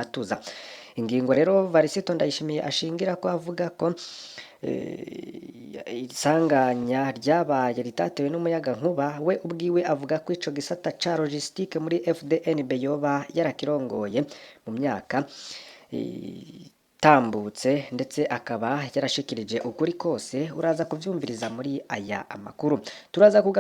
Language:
Rundi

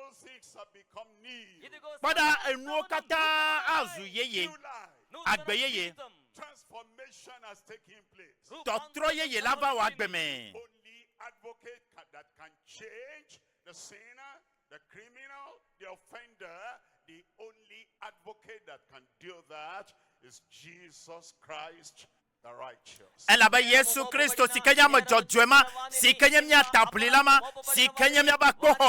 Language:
Ewe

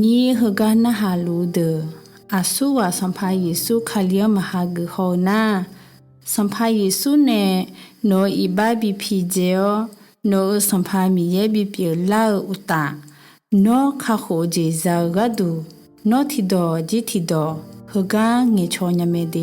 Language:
Akha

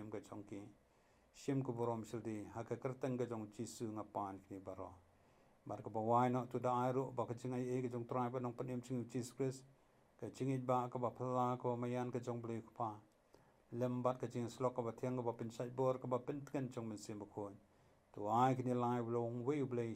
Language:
Khasi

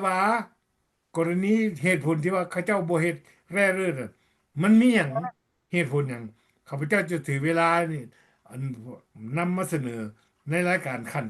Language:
Lao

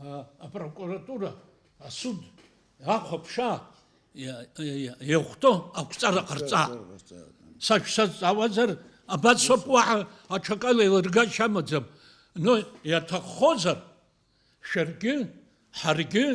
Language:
Abkhazian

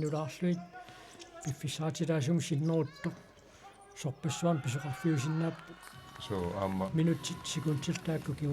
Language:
Kalaallisut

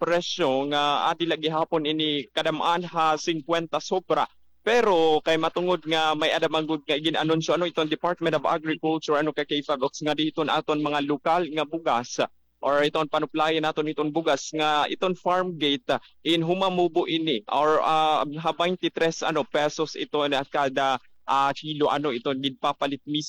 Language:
Waray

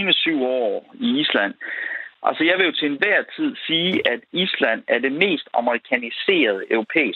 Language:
Danish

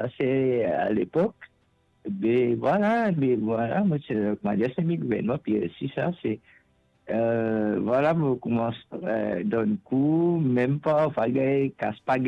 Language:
Morisyen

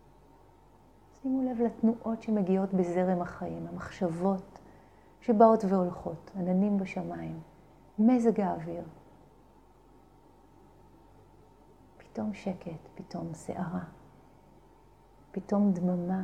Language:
Hebrew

